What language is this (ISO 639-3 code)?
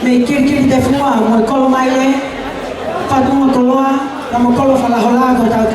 ton